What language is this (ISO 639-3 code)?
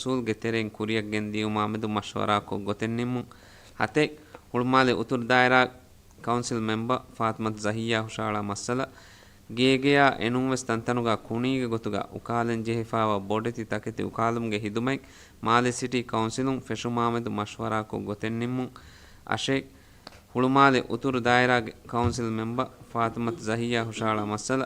div